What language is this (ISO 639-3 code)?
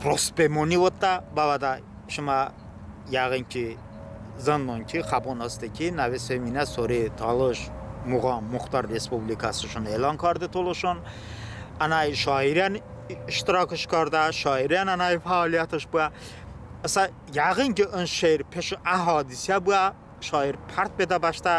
tly